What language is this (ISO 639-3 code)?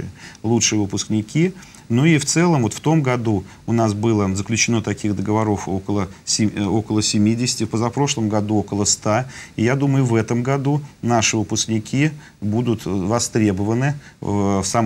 rus